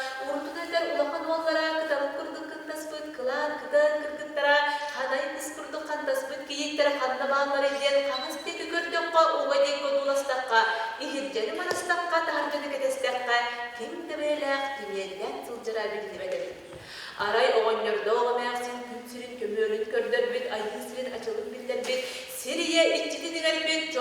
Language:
Yakut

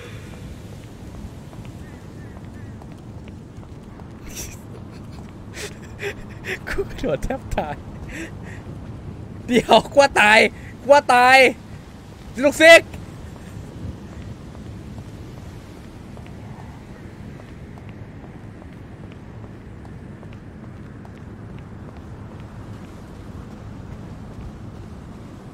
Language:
Thai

